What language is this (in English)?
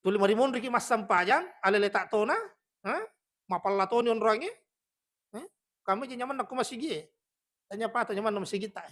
Buginese